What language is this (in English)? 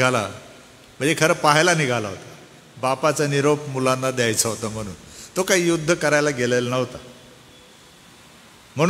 Marathi